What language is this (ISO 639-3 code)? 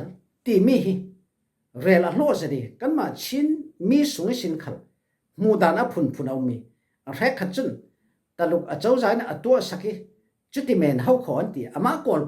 cfm